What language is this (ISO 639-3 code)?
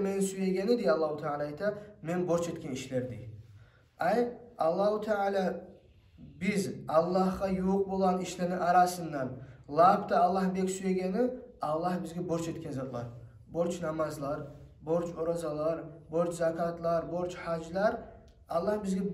kum